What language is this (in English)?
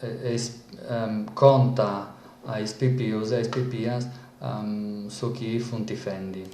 Sardinian